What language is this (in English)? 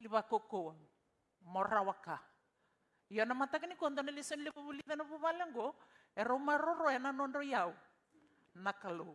Fijian